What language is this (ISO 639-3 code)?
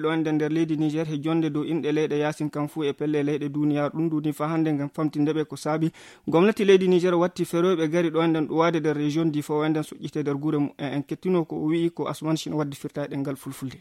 fuv